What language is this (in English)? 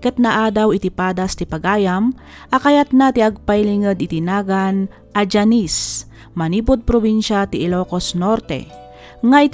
Iloko